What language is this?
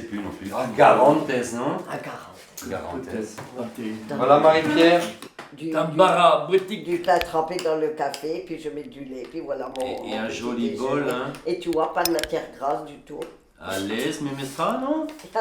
Breton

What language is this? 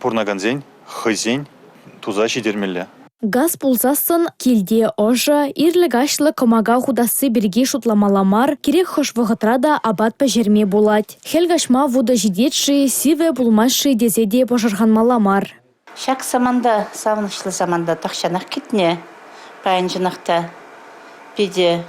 Chuvash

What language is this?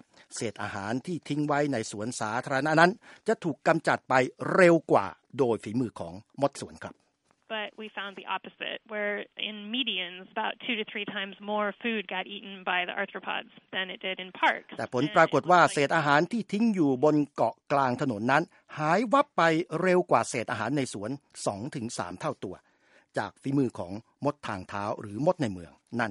Thai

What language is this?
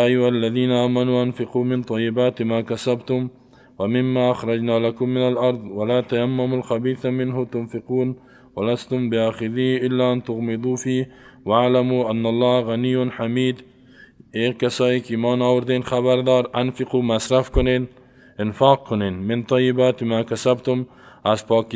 Persian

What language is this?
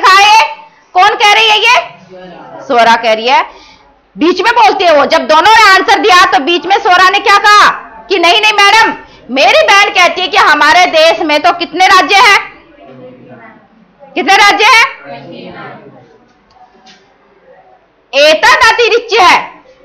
Hindi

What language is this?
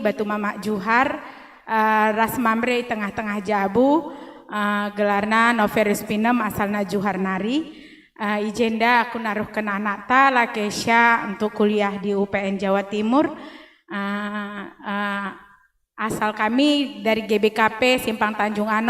Batak Karo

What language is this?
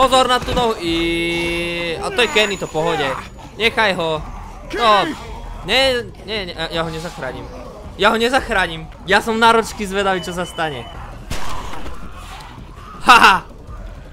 Slovak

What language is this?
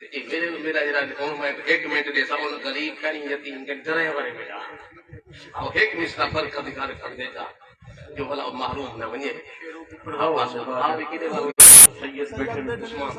Saraiki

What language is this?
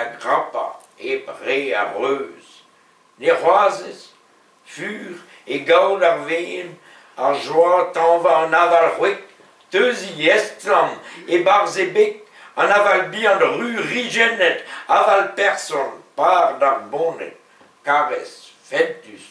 Breton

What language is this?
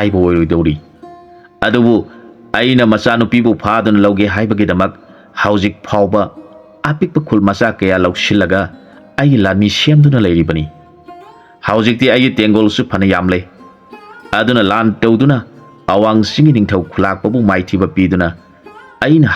Manipuri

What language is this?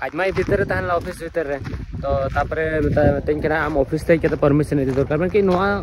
Santali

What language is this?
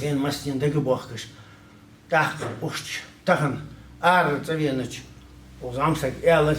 Ingush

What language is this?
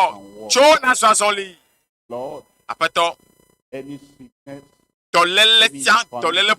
Ewe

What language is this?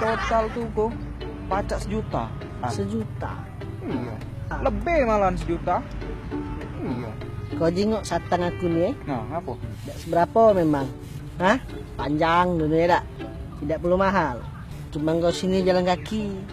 Musi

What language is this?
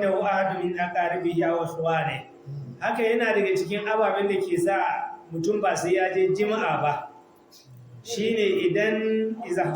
Hausa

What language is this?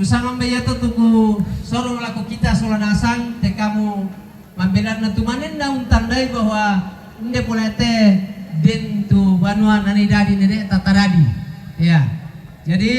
Toraja-Sa'dan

